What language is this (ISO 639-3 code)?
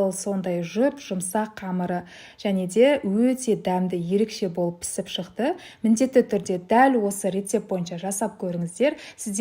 kaz